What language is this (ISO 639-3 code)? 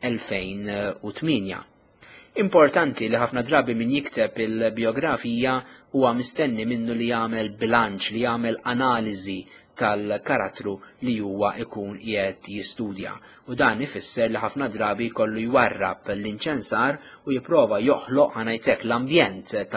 mlt